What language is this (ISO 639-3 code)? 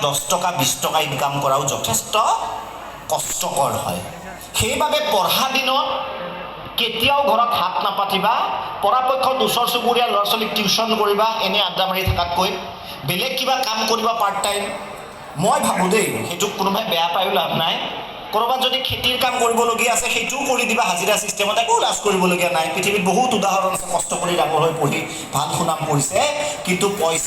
asm